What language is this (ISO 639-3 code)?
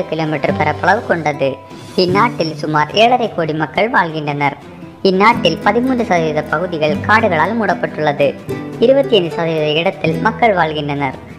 tam